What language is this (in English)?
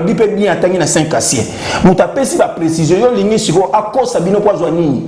Lingala